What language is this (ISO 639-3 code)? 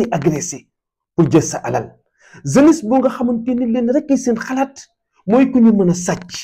wol